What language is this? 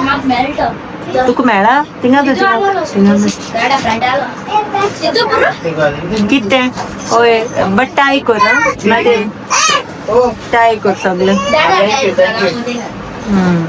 Konkani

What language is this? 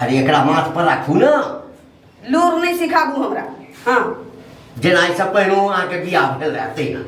Maithili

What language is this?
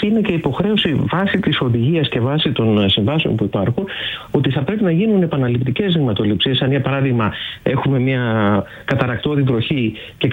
Greek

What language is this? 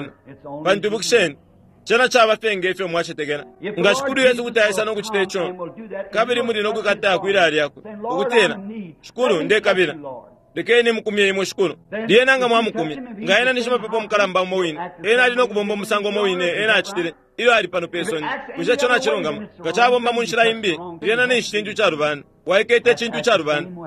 Bemba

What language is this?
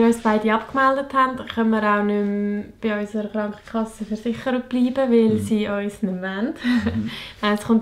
Swiss German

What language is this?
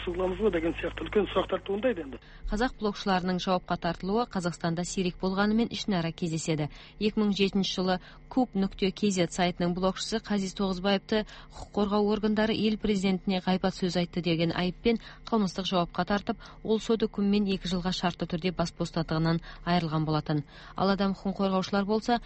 Kazakh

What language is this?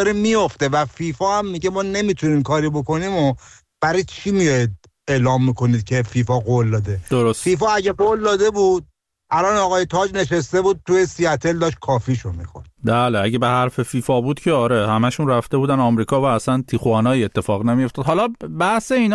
Persian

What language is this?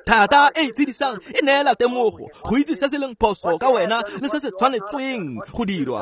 Tswana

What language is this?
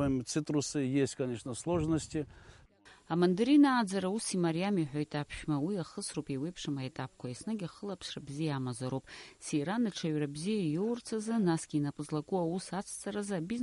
Abkhazian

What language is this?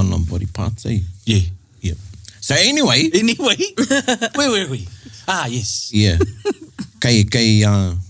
Māori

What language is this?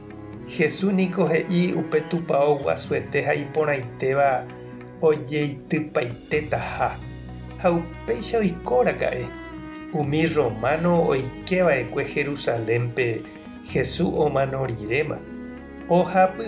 Guarani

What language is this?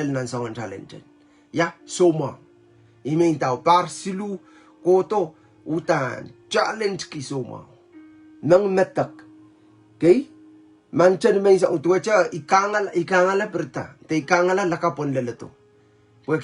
Pohnpeian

